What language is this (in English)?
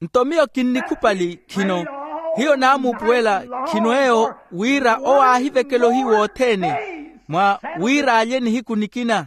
Makhuwa